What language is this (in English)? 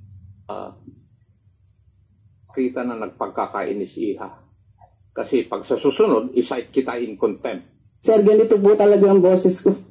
Filipino